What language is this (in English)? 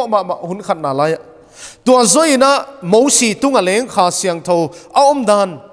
Paite Chin